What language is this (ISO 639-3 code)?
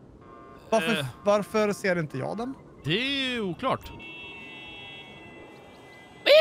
swe